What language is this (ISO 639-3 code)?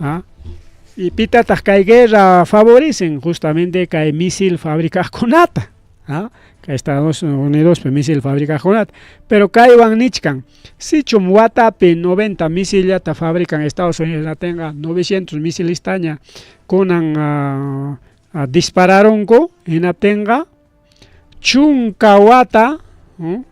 quy